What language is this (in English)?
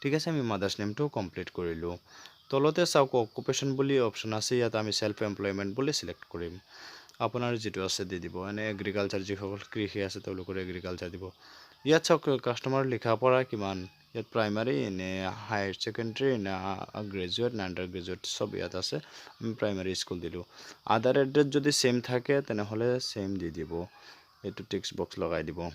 Assamese